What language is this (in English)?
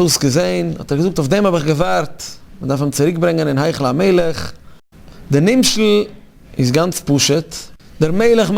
Yiddish